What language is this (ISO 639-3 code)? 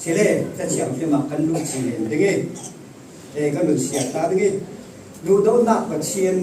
cfm